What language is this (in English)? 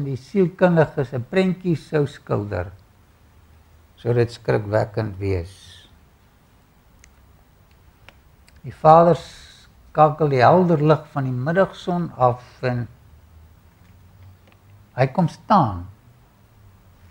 Afrikaans